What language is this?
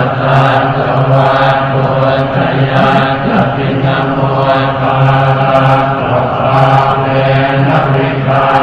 Pali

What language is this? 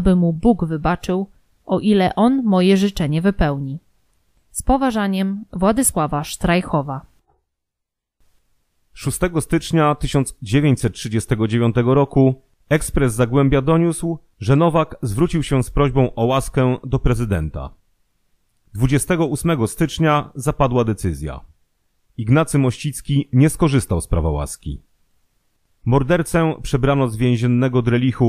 Polish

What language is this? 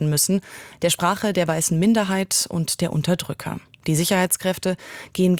German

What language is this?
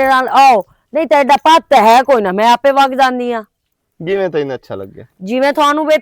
Western Panjabi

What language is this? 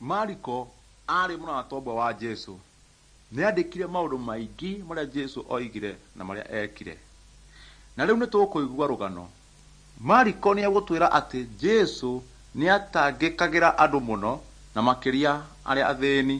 Kikuyu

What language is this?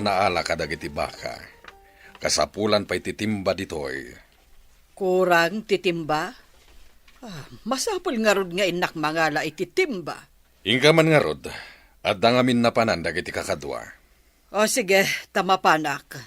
Iloko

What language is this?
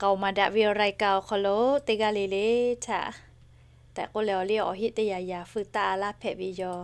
Lahu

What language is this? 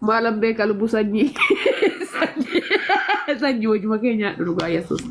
Oromo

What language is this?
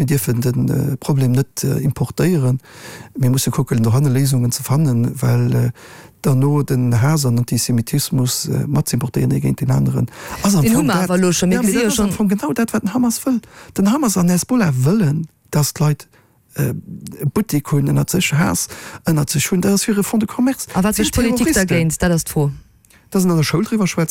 Luxembourgish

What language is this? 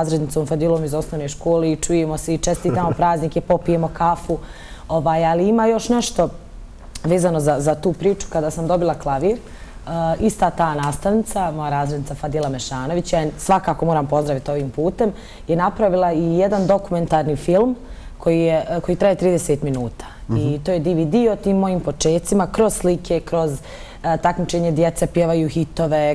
Bosnian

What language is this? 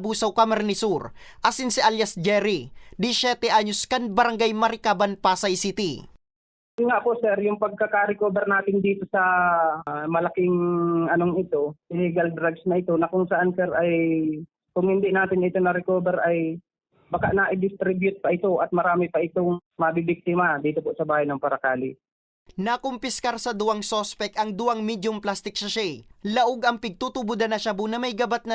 Bikol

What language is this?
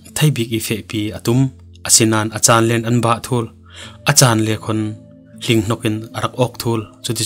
Falam Chin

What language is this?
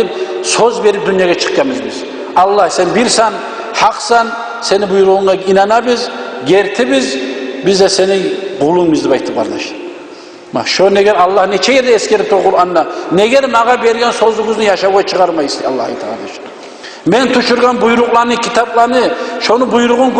Kumyk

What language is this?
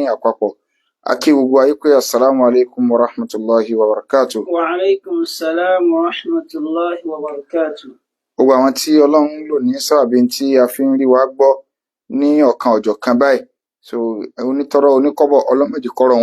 Yoruba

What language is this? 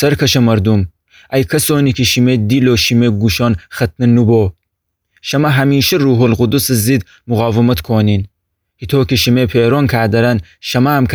Gilaki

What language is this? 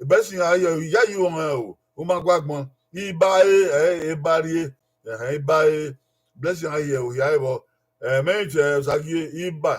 Bini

